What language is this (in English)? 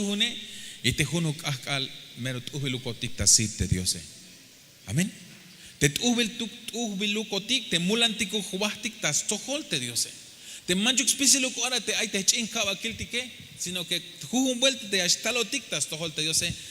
Tzeltal